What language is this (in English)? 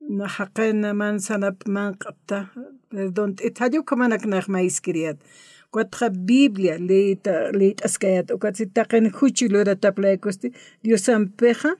Aymara